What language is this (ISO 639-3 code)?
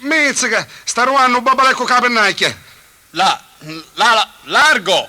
scn